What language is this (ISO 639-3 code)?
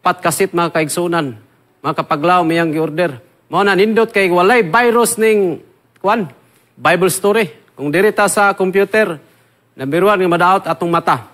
ceb